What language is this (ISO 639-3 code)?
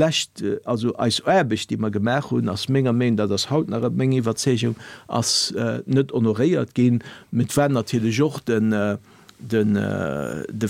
ltz